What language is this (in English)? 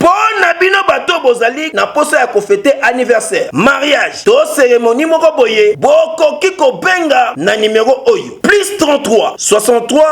Lingala